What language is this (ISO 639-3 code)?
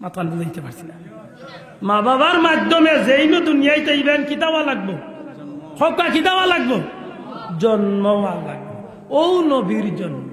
syl